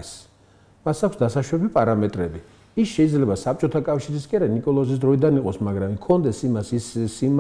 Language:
Georgian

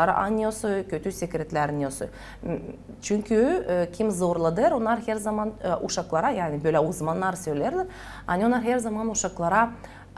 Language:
Gagauz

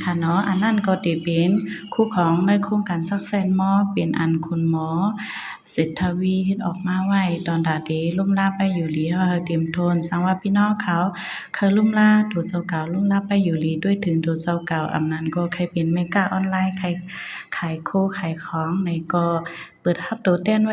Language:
Shan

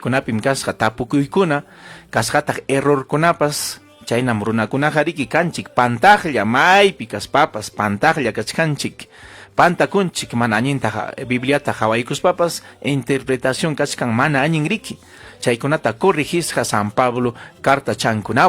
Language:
Ayacucho Quechua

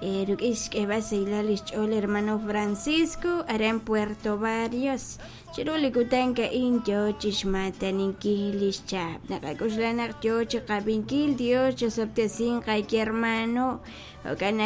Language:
Kekchí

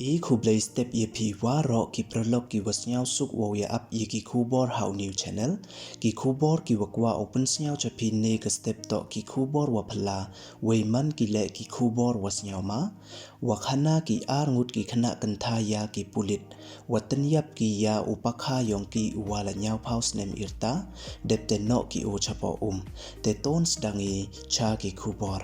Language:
Pnar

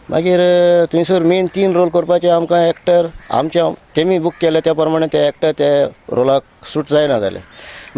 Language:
Konkani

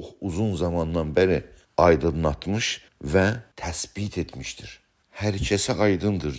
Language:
South Azerbaijani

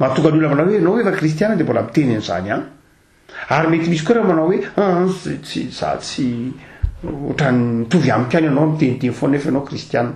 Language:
Malagasy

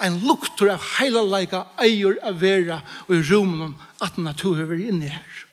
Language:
Faroese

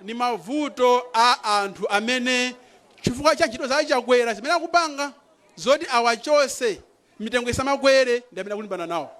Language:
Nyanja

